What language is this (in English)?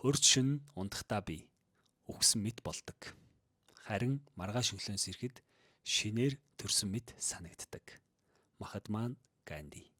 Mongolian